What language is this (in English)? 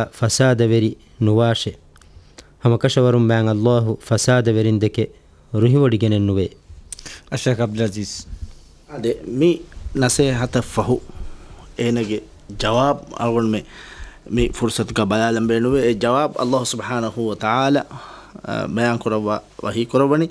Divehi